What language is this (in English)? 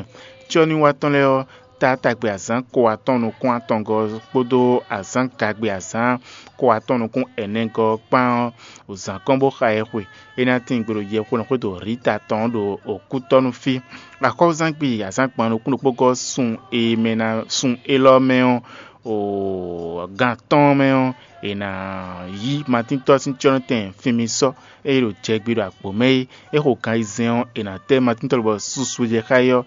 Fon